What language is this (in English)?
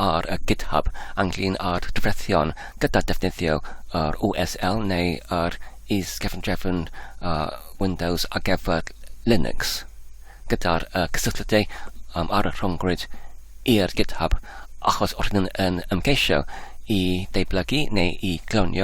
Welsh